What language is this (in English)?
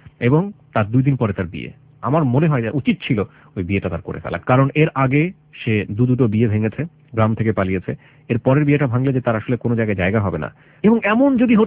Bangla